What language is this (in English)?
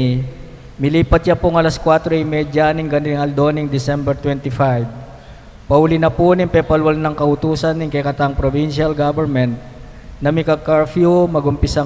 Pampanga